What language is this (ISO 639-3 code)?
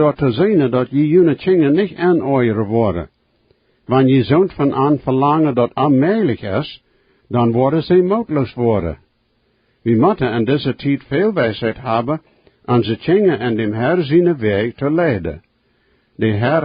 pdt